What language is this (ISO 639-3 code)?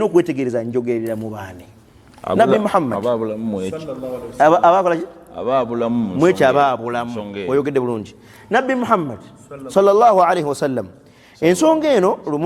lug